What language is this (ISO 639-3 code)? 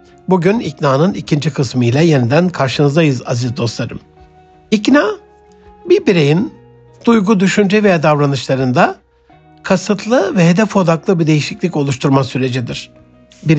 tur